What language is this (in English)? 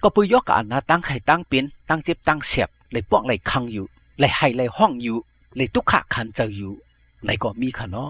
Shan